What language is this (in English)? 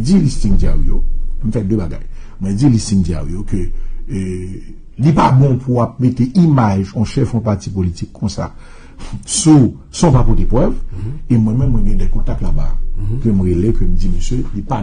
Haitian Creole